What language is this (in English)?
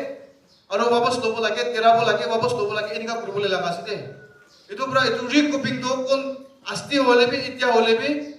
Naga Pidgin